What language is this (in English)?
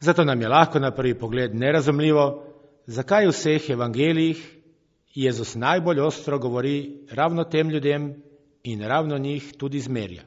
Slovenian